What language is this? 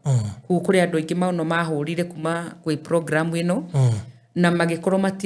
Kikuyu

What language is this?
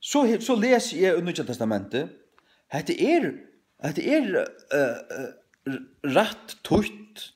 Faroese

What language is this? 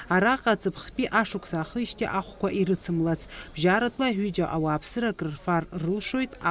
Abkhazian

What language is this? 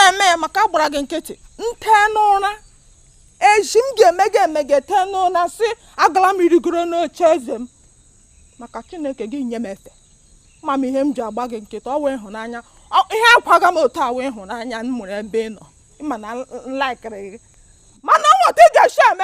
Igbo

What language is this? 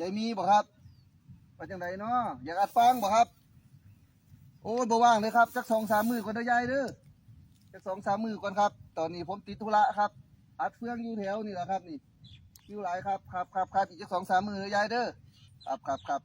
Northeastern Thai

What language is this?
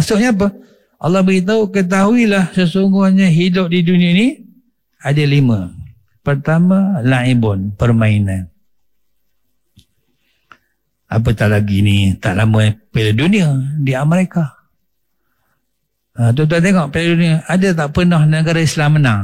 Malay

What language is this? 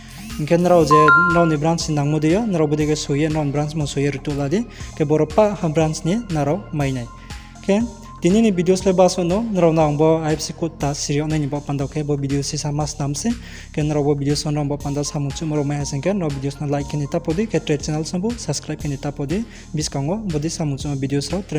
Riang (India)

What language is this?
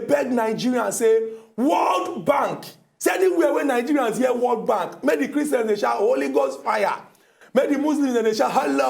Nigerian Pidgin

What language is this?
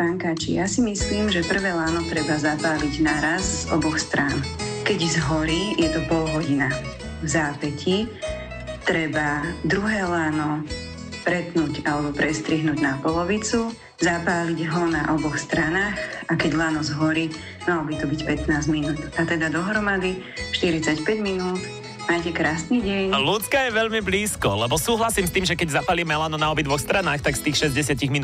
Slovak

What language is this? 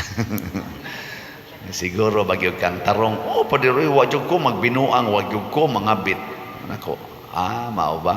Cebuano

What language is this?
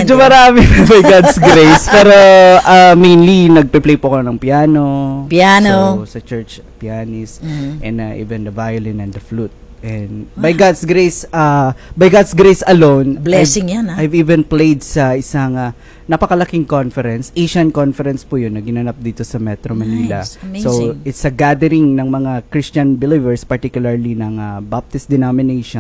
Filipino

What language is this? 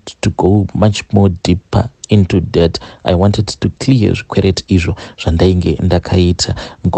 Shona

